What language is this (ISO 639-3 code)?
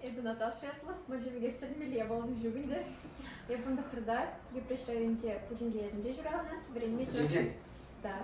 chv